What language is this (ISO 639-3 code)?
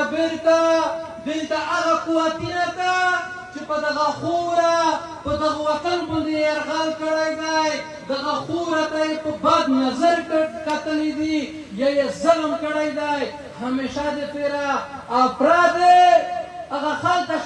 pus